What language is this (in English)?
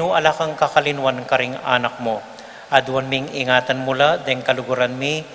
Pampanga